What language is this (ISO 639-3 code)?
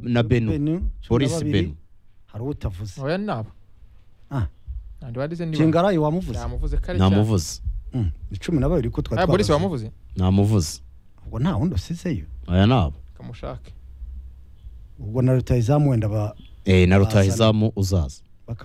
kin